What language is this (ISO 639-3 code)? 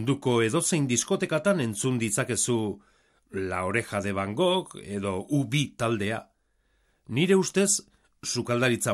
eus